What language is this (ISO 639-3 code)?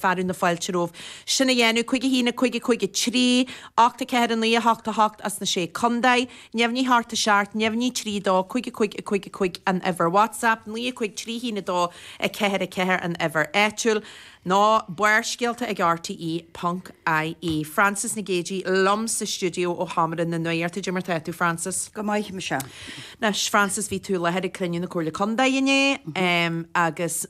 gle